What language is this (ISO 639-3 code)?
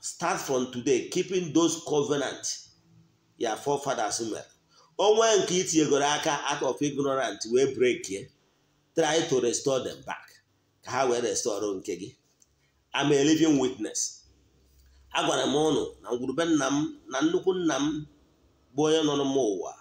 ibo